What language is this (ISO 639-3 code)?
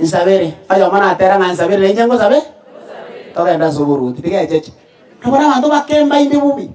guz